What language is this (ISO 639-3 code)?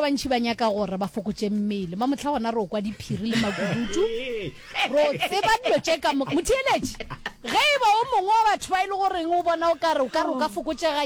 nso